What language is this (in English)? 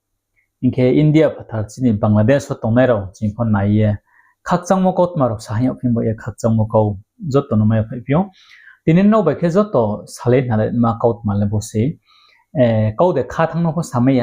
Riang (India)